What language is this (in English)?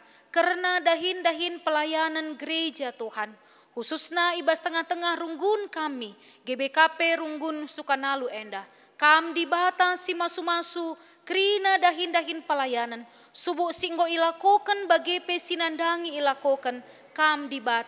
Batak Karo